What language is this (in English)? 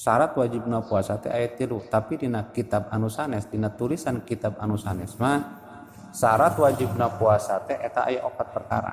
Sundanese